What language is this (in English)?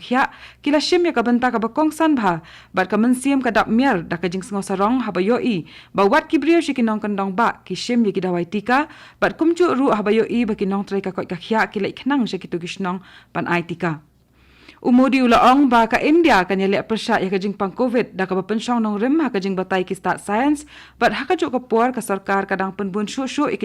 Khasi